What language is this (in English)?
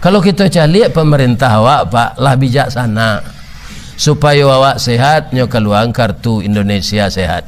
Minangkabau